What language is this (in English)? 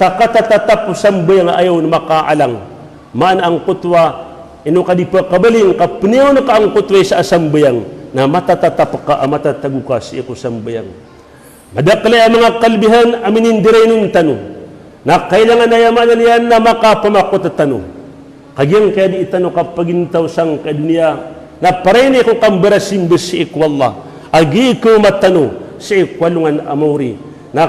Maranao